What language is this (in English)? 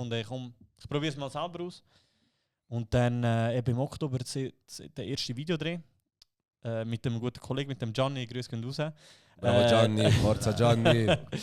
Swiss German